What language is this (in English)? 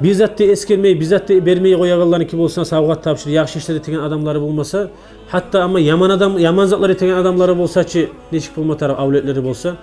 Kumyk